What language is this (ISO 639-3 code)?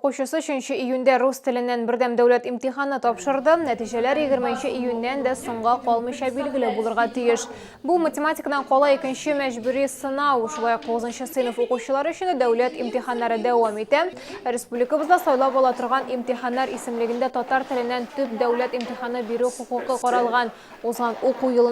tat